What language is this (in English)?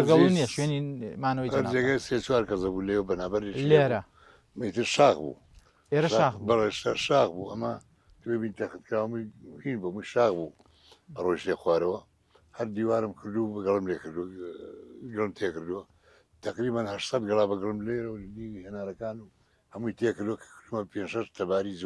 Central Kurdish